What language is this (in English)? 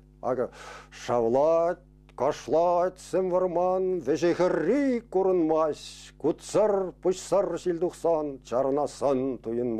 Chuvash